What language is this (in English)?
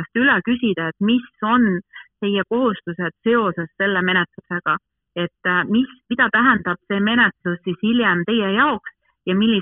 Estonian